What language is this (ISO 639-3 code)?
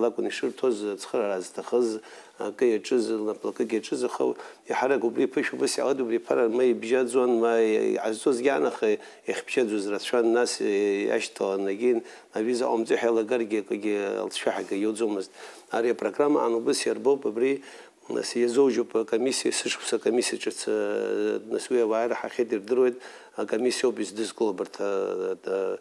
abk